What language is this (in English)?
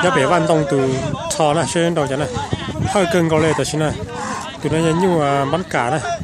Hmong